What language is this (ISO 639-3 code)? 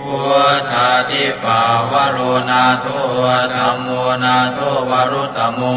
pli